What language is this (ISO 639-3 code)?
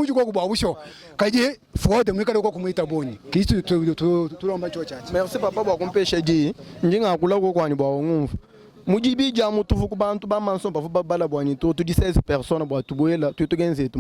lua